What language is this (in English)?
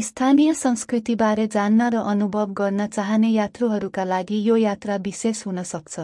Nepali